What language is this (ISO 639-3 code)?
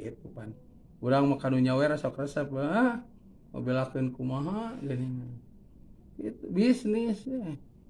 sun